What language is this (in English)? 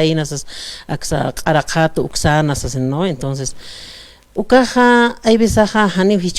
Aymara